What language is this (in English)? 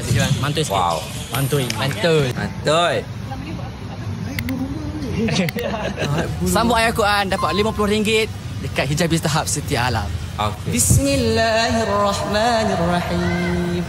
Malay